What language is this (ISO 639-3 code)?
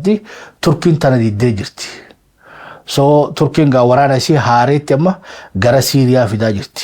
orm